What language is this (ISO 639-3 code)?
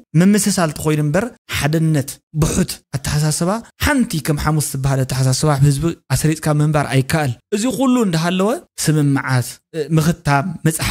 tir